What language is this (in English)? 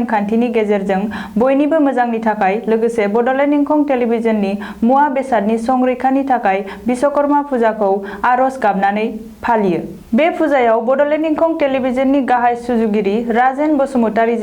Bodo